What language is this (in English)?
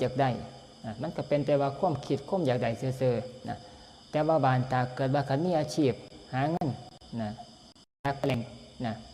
Northeastern Thai